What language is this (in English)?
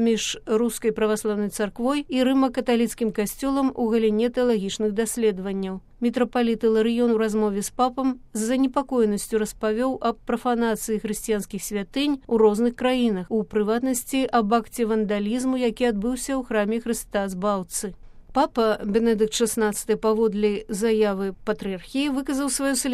Belarusian